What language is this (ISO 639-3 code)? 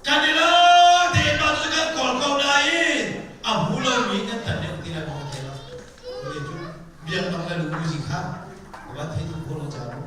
cnh